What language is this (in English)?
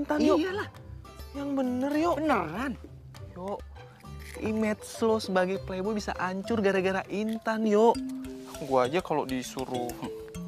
Indonesian